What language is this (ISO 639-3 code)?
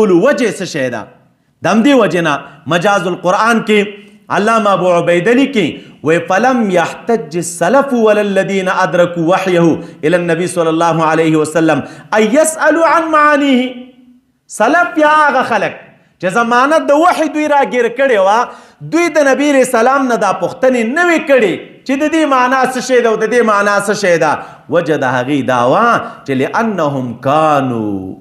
pus